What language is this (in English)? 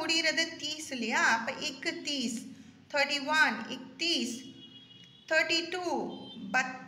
Tamil